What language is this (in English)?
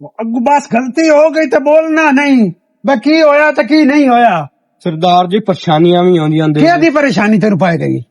Western Panjabi